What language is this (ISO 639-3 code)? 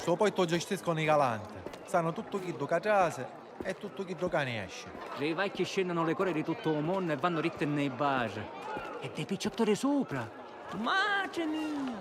scn